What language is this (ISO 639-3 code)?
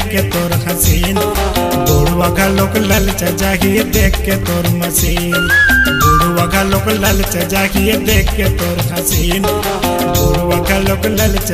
hne